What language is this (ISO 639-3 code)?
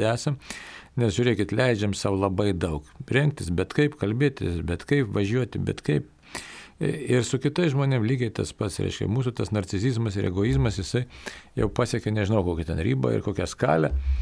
lit